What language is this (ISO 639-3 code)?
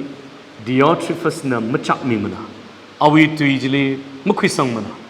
nmf